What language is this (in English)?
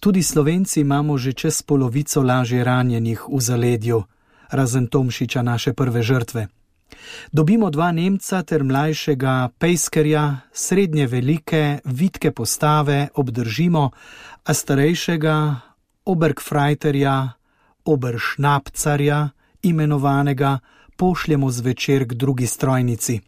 Slovenian